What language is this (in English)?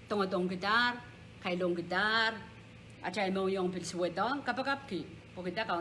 Pohnpeian